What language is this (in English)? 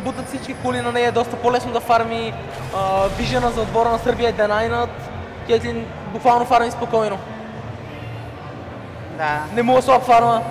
Bulgarian